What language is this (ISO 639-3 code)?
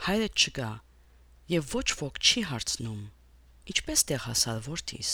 hye